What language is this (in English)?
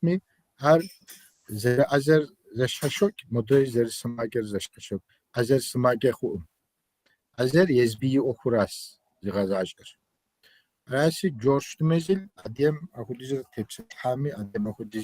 Kabardian